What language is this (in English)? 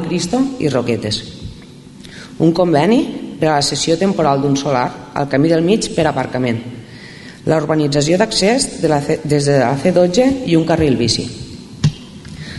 Catalan